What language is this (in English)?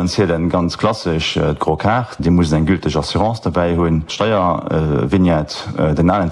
Luxembourgish